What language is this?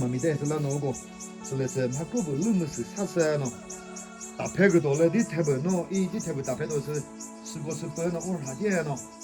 Chokri Naga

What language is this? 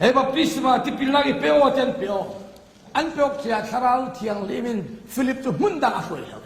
Falam Chin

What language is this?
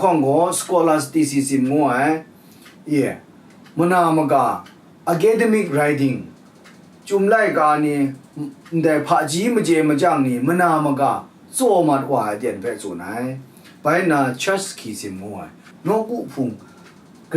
Kachin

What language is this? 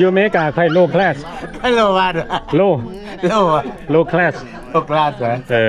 Lao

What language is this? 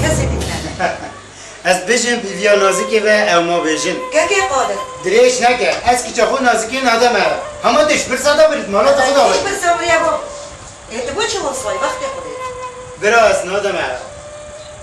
Kurdish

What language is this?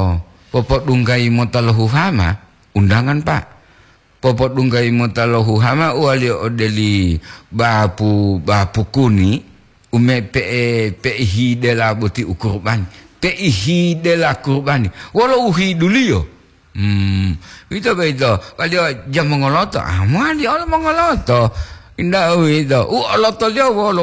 Gorontalo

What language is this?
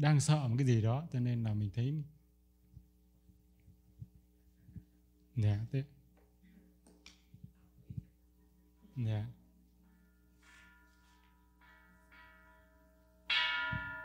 Vietnamese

